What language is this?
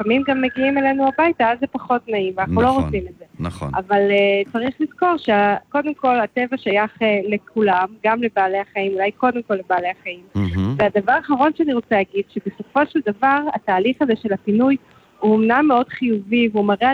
Hebrew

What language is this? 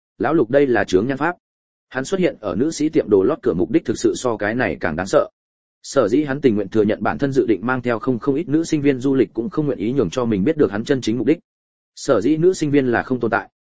Vietnamese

